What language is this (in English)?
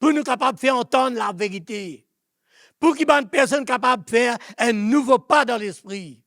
Morisyen